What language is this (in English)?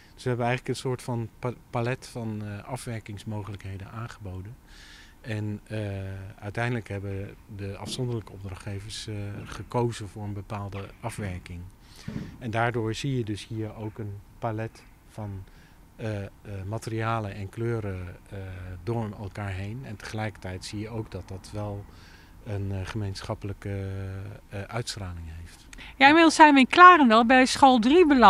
Dutch